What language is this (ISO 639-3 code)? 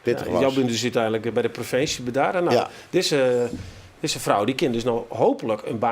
fry